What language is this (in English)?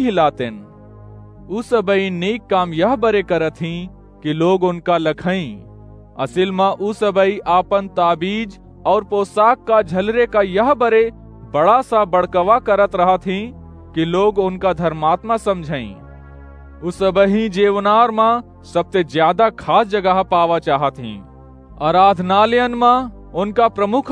Awadhi